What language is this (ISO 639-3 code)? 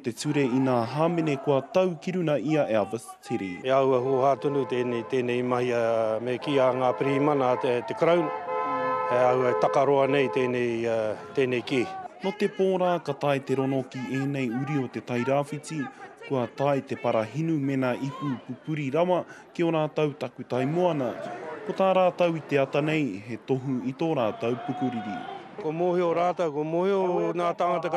mri